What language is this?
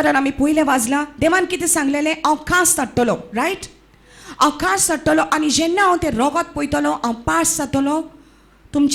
Konkani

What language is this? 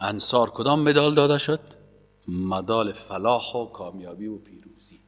Persian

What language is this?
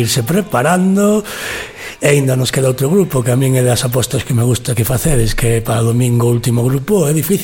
Galician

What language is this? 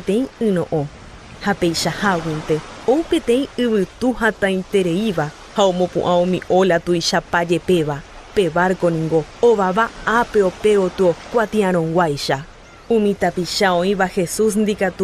Guarani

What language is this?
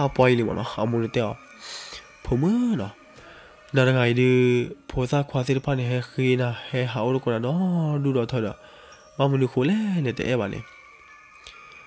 S'gaw Karen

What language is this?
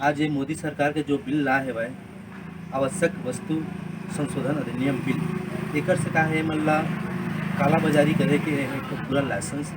Chhattisgarhi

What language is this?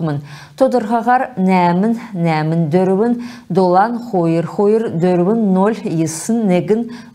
Kalmyk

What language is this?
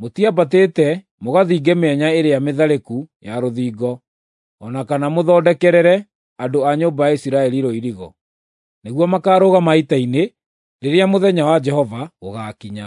Kikuyu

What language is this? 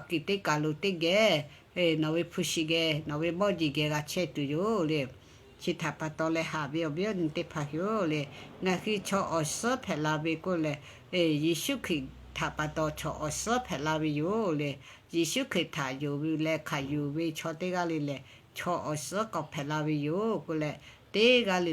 Lahu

